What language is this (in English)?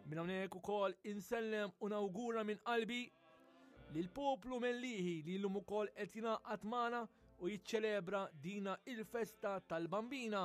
Maltese